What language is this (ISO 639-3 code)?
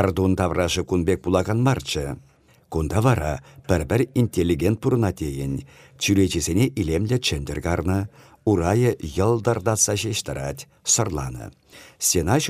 chv